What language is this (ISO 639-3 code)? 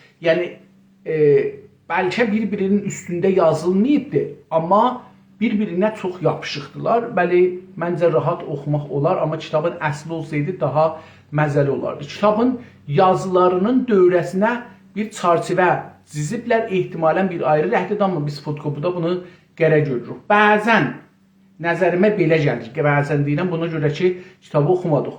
azb